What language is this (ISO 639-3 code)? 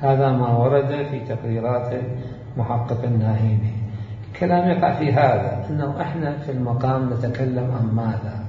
acm